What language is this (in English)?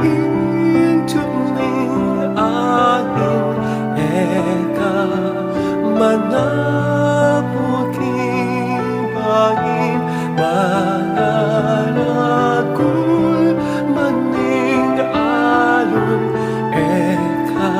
Pampanga